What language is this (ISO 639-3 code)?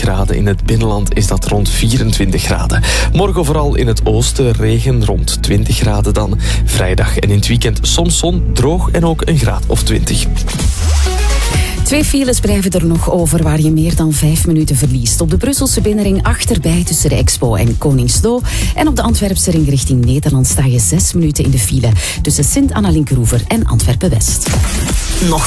nld